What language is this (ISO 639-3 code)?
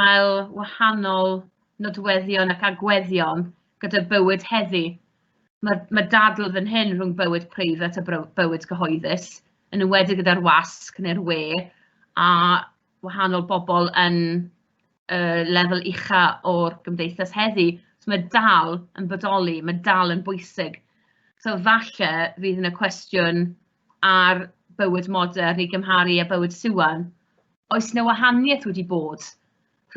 cym